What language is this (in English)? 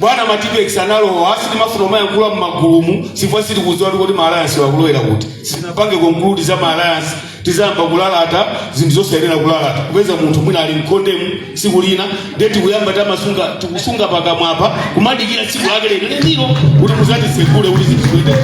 Nyanja